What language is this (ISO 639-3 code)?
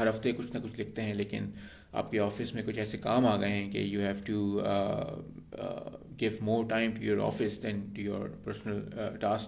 hin